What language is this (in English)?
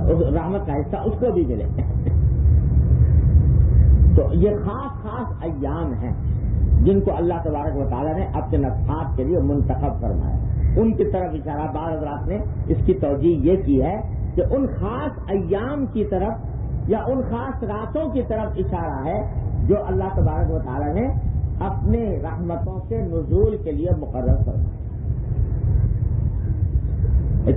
Urdu